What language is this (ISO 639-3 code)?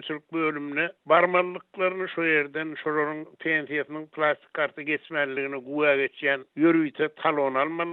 tuk